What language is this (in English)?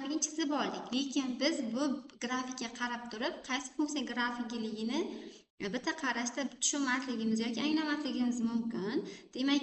Uzbek